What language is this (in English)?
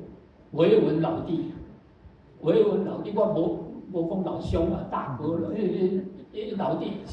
Min Nan Chinese